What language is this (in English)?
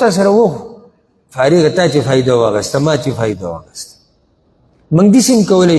Pashto